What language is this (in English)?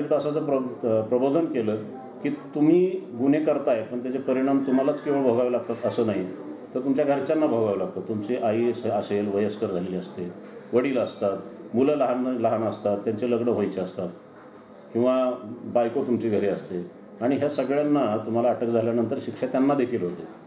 Marathi